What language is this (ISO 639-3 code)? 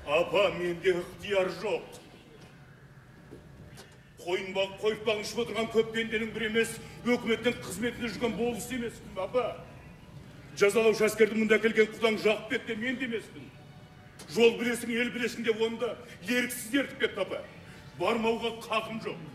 kaz